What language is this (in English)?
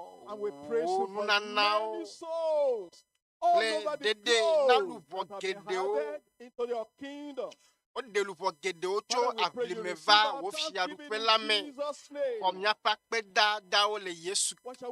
Ewe